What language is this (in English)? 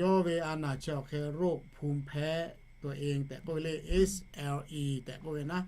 Lahu